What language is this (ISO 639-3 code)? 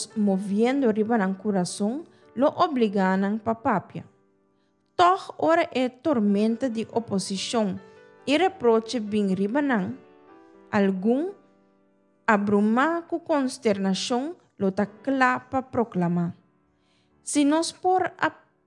pap